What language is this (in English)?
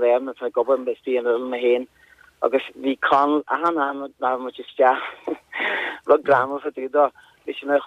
Irish